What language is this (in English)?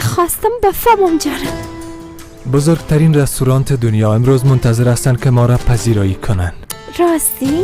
Persian